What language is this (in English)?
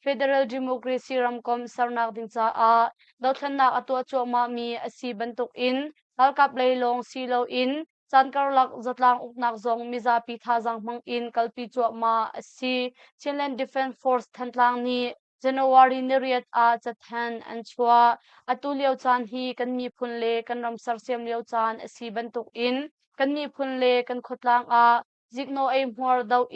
Hakha Chin